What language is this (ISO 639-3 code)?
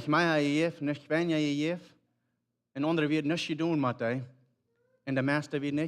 pdt